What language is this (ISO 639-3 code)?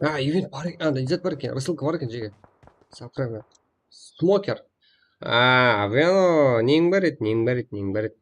kaa